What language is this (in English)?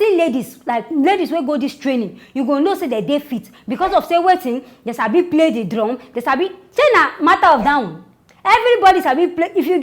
Nigerian Pidgin